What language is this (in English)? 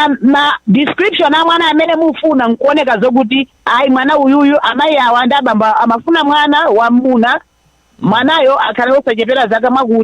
Nyanja